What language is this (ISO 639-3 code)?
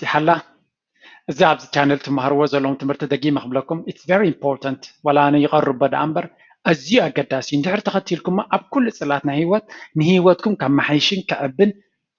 tir